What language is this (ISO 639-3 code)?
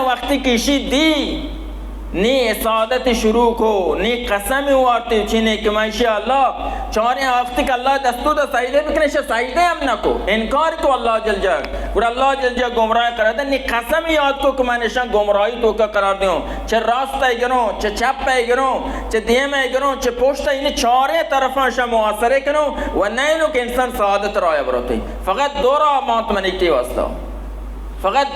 bal